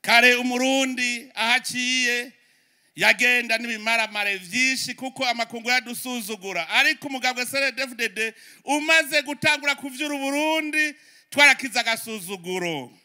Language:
Rundi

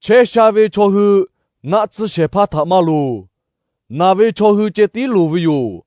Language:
Lahu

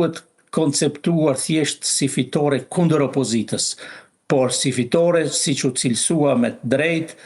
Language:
Albanian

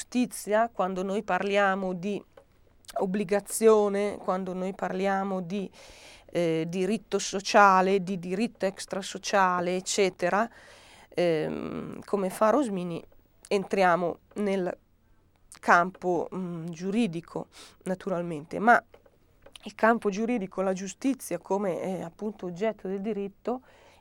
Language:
Italian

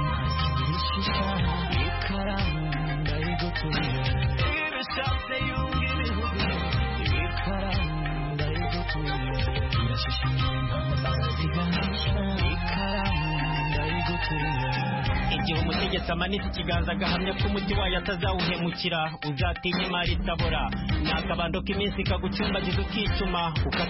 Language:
Kinyarwanda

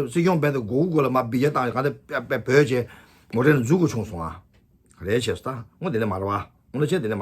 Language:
Tibetan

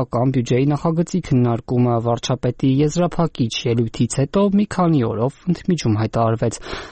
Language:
Armenian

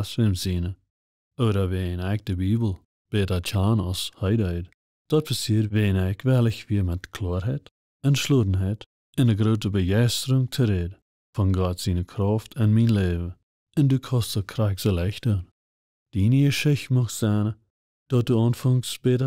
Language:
Plautdietsch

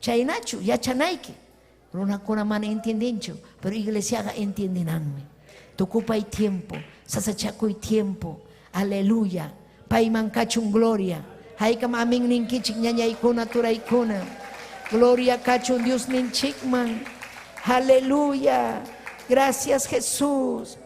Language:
Ayacucho Quechua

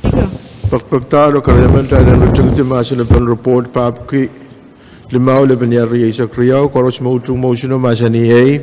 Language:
Pohnpeian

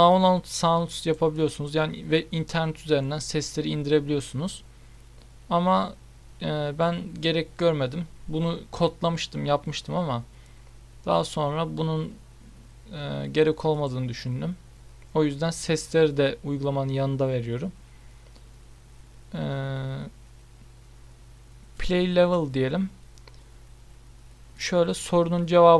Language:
Turkish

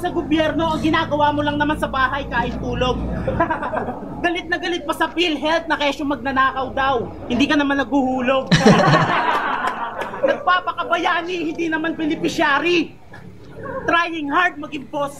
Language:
Filipino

